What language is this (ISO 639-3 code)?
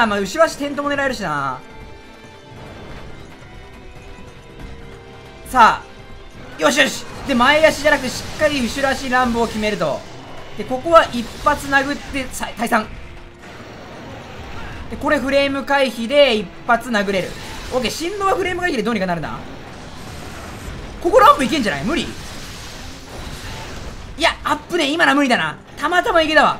jpn